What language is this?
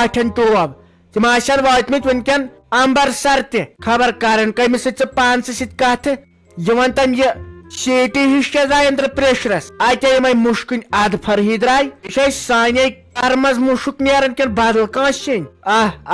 Kashmiri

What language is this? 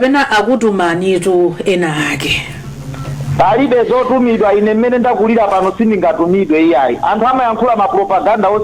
Nyanja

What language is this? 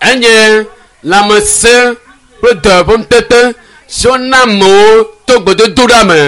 Ewe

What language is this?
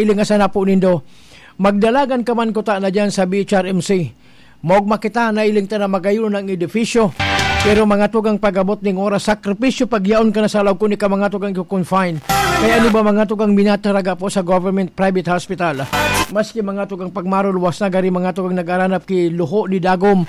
Bikol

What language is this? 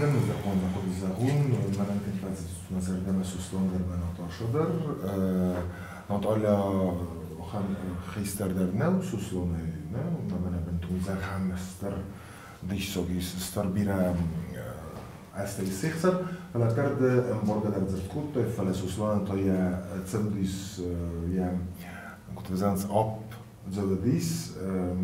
Ossetic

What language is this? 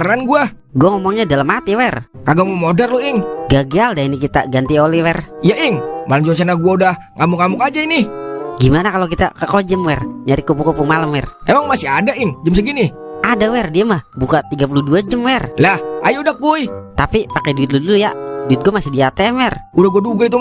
Betawi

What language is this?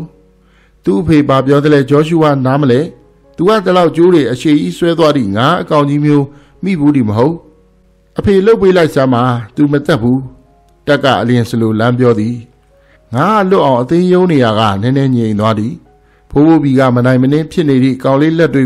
Burmese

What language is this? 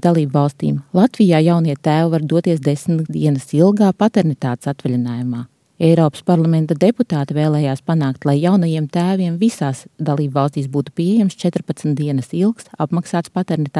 Latvian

